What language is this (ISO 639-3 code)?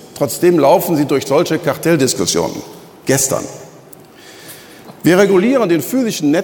deu